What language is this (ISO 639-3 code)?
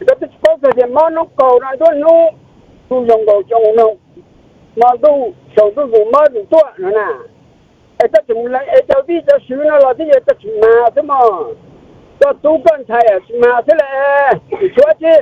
hmn